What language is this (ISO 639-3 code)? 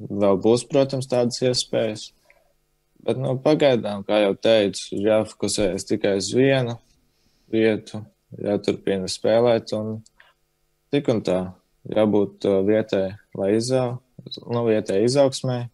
lav